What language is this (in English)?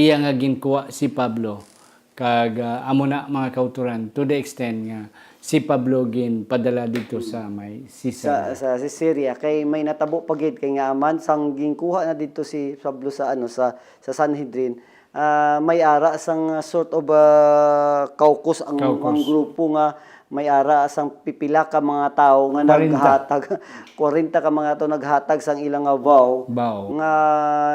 Hiligaynon